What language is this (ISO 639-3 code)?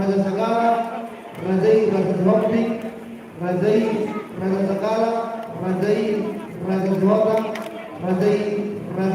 bbc